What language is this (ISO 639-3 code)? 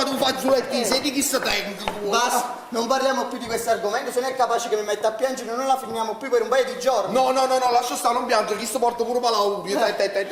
nap